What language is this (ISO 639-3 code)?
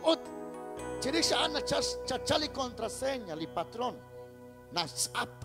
kek